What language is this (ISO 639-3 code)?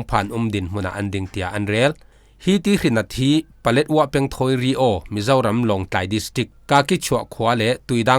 cfm